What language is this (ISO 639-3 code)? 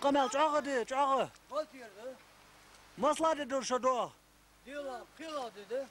inh